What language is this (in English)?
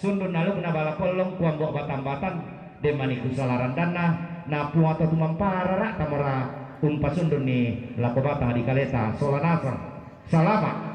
Toraja-Sa'dan